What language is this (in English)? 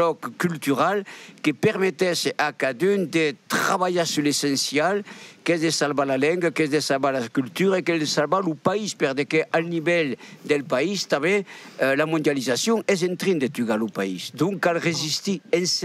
Occitan